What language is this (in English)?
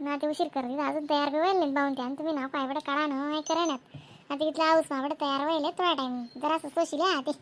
Khandesi